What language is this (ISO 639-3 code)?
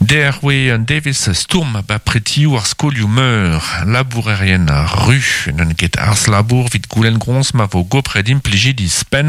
bre